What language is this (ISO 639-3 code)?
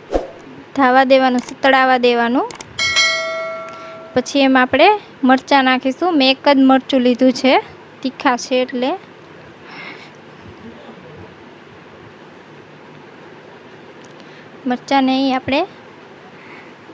guj